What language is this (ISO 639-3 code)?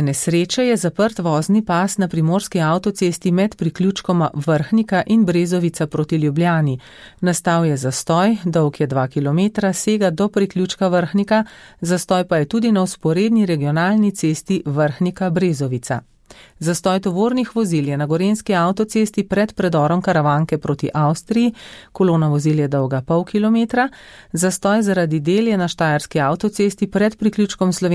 slv